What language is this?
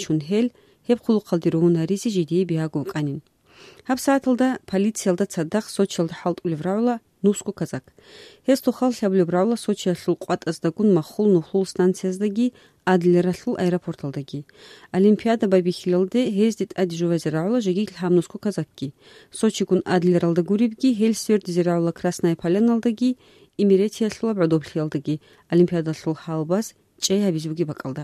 Avaric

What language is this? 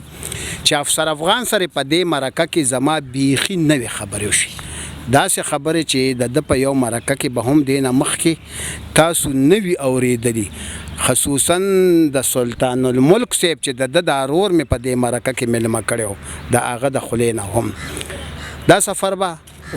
Pashto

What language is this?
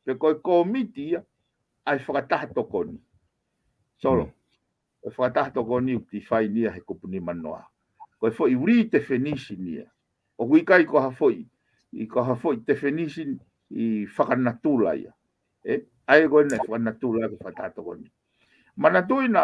Tongan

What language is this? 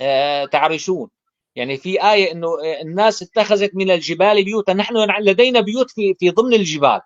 North Levantine Arabic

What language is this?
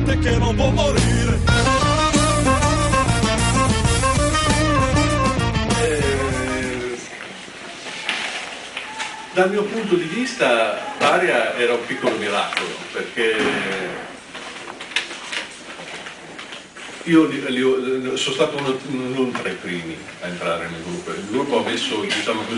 Italian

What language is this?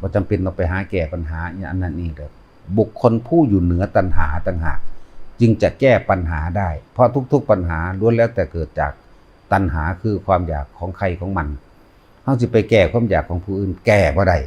Northeastern Thai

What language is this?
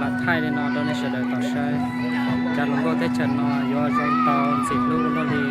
Hmong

